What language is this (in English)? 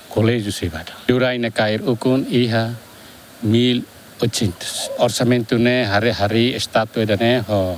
Tetum